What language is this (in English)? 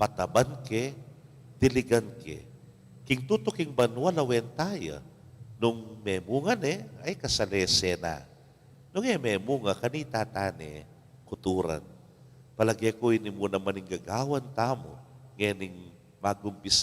Pampanga